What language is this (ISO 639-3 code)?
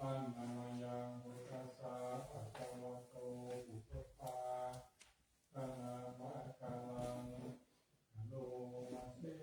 pli